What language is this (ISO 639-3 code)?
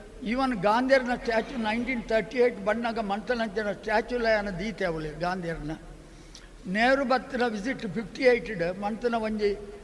tcy